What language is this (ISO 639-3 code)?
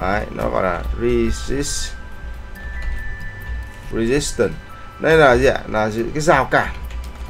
vie